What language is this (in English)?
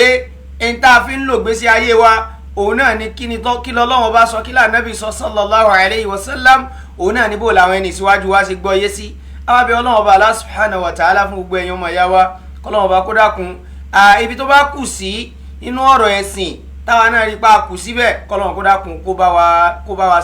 Yoruba